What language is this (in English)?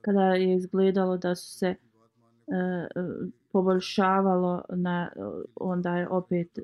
Bosnian